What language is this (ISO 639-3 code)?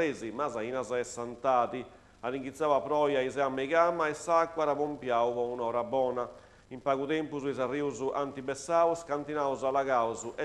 srd